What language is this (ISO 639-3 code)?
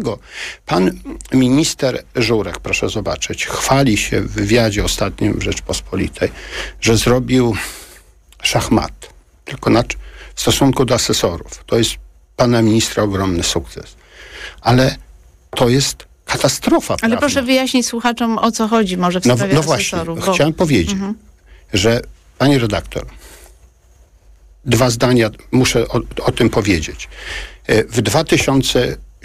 pol